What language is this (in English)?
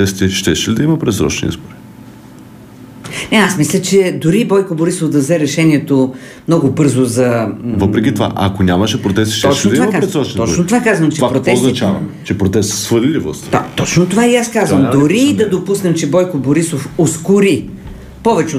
Bulgarian